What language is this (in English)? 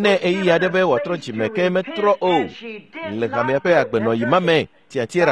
Ewe